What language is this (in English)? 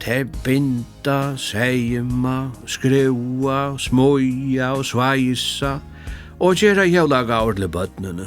Faroese